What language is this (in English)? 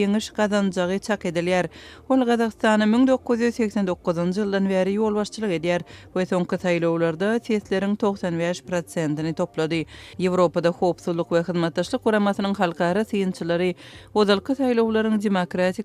Turkmen